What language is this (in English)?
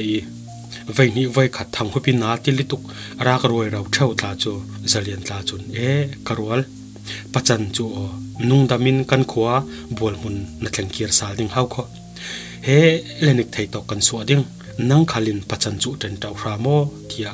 Falam Chin